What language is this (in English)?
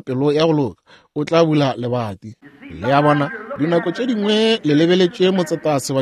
Northern Sotho